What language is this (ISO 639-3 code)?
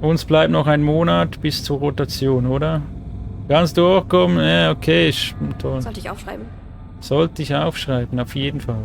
gsw